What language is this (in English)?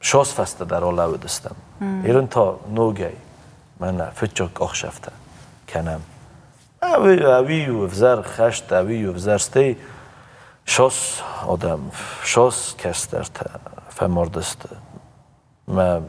Ossetic